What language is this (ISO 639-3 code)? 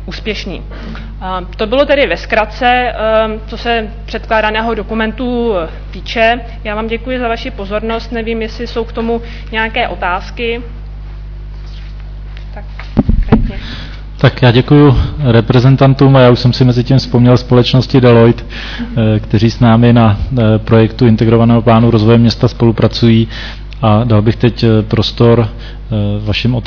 ces